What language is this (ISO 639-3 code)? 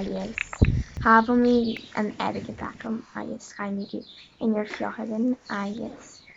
gla